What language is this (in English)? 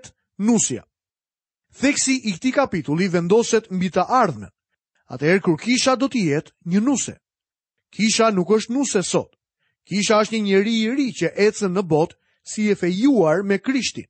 Albanian